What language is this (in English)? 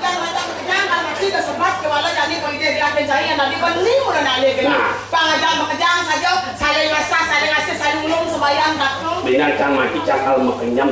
Balinese